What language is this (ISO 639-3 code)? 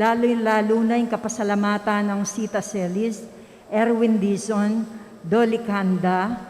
pam